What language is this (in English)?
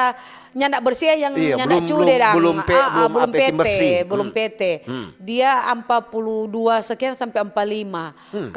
Manado Malay